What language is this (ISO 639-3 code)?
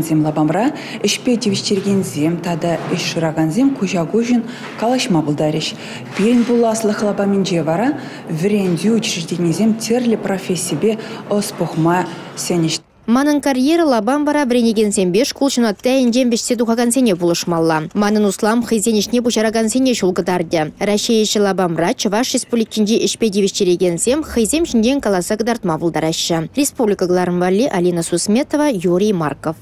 chv